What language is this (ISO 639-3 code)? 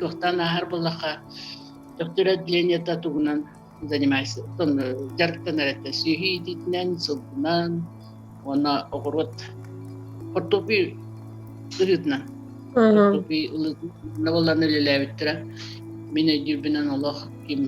sah